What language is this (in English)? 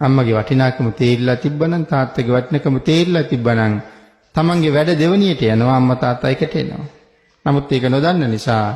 Sinhala